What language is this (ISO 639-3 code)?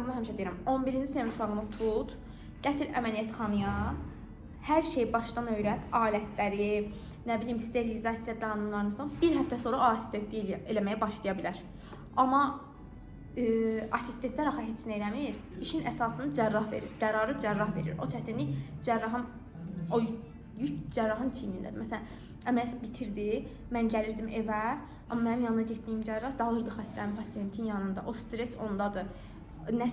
aze